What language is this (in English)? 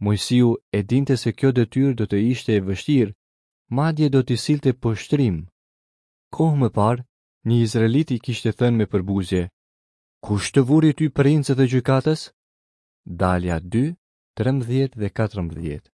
Albanian